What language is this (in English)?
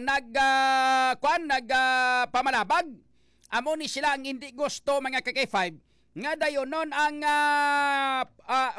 Hiligaynon